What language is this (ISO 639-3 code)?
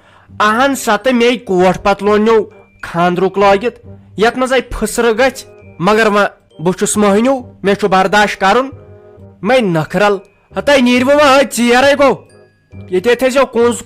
kas